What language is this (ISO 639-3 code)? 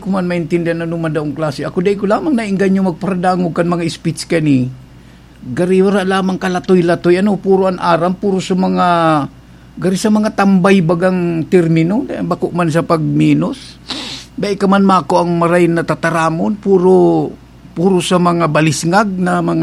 bik